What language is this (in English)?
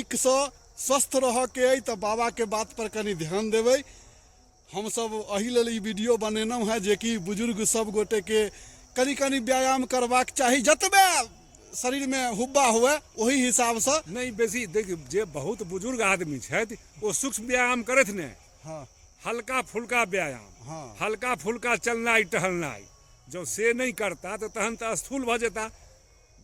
Maithili